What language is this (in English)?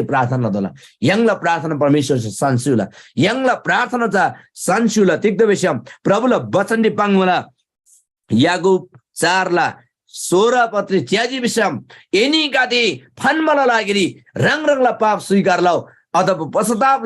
Eastern Tamang